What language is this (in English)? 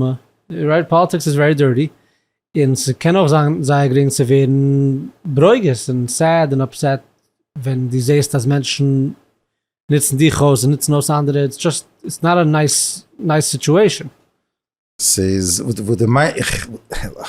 Yiddish